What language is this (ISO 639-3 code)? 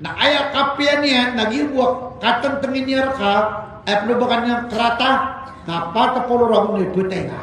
mrw